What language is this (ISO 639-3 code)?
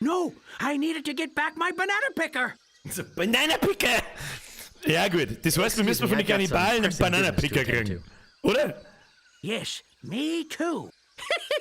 bar